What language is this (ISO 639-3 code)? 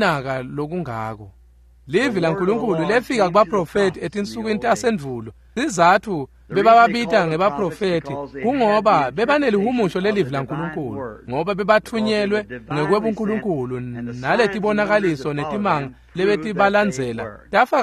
ssw